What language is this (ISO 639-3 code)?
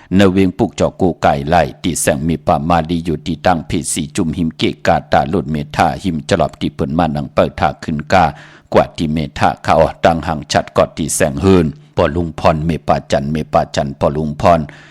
shn